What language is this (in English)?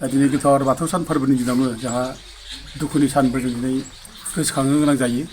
Bodo